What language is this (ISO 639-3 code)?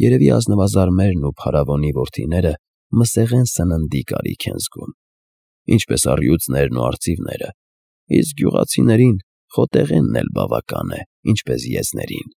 hye